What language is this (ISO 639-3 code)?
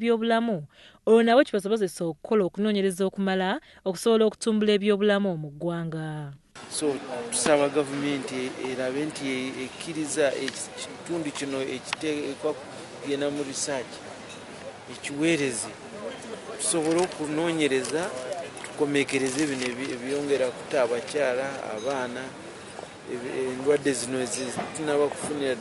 lug